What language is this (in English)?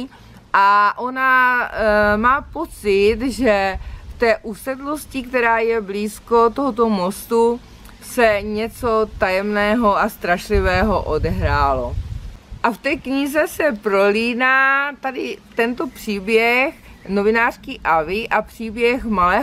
Czech